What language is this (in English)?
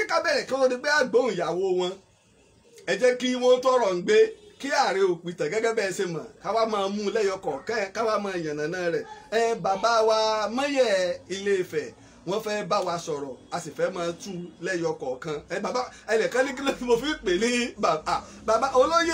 Yoruba